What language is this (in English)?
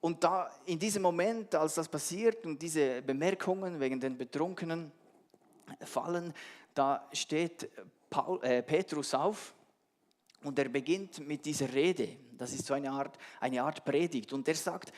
Swiss German